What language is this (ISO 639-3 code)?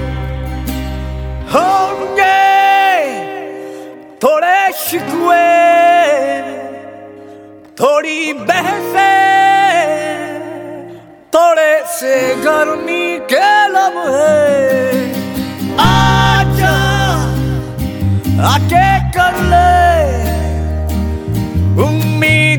hin